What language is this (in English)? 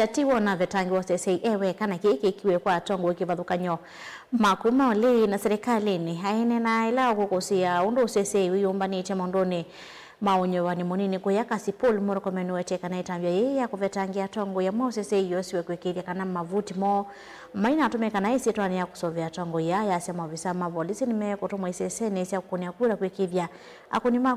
Kamba